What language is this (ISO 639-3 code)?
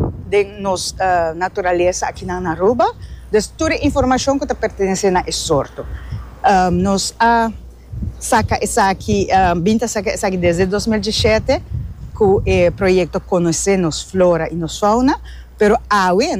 pap